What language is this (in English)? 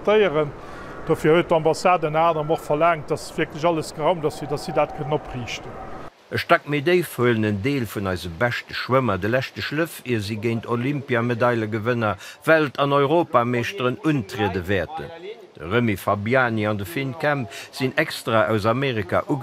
Luxembourgish